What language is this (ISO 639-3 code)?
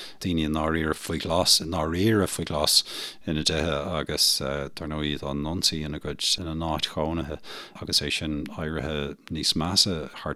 gle